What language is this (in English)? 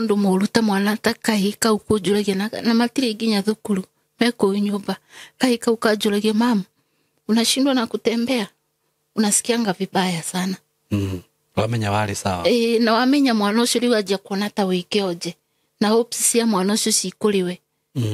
Kikuyu